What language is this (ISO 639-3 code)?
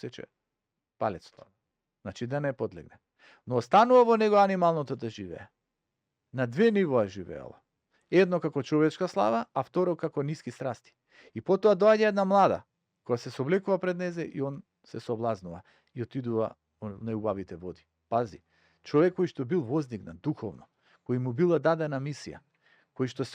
mkd